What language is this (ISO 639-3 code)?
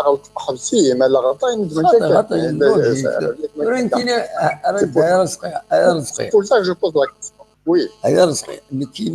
kab